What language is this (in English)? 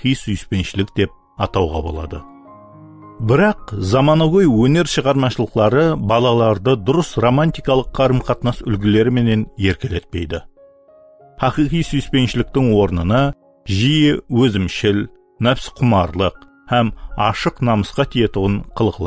Kara-Kalpak